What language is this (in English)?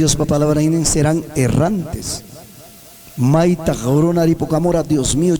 Ayacucho Quechua